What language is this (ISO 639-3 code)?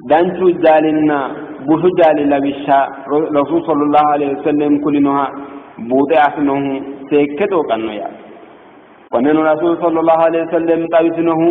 sid